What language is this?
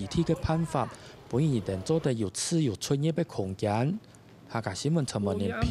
Hakka Chinese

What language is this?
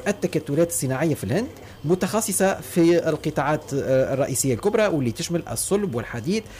Tunisian Arabic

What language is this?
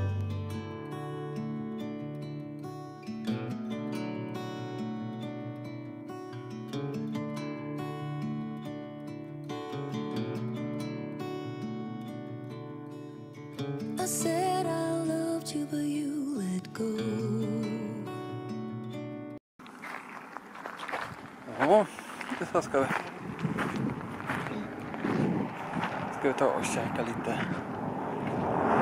Swedish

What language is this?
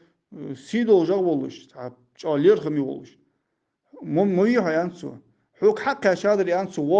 Ingush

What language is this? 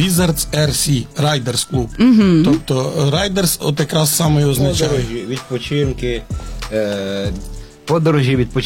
Ukrainian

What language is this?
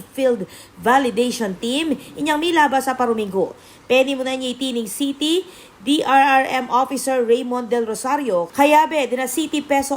Pampanga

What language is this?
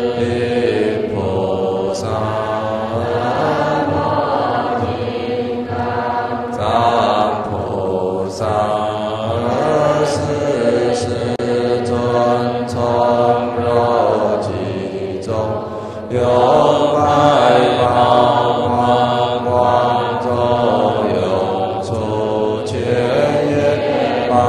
Chinese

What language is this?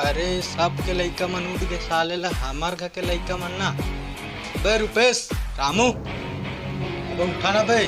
Chhattisgarhi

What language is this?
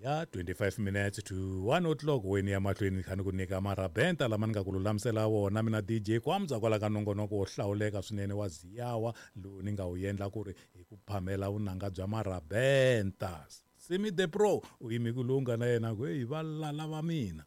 Tsonga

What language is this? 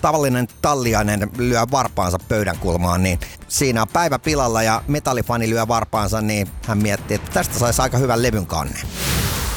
Finnish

